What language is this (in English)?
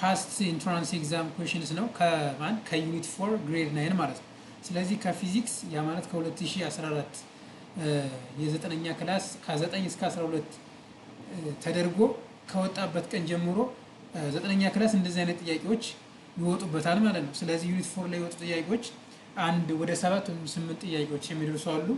Amharic